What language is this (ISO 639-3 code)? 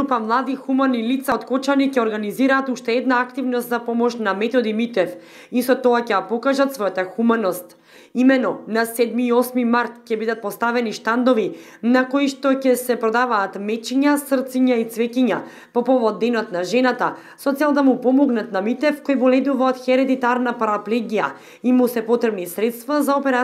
mkd